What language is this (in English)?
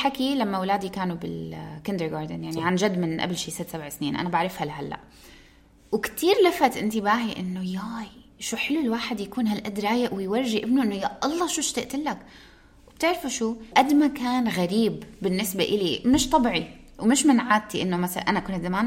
North Levantine Arabic